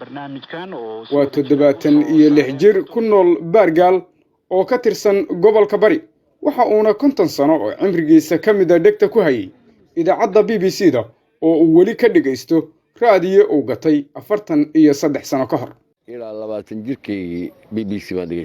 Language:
Somali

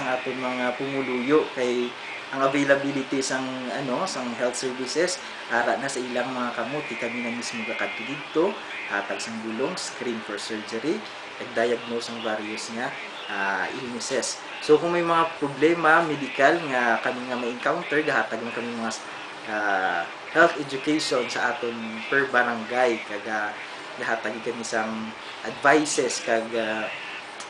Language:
Hiligaynon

